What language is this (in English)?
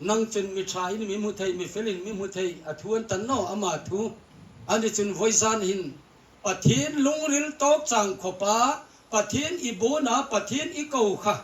Hmar